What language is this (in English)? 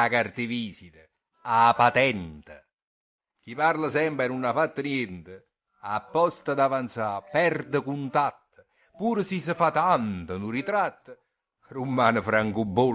Neapolitan